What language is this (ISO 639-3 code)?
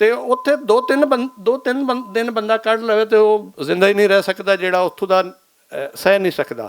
lah